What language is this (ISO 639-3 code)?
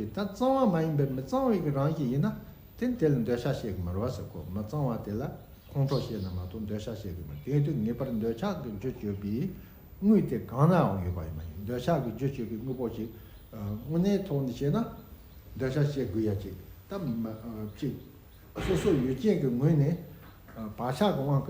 bod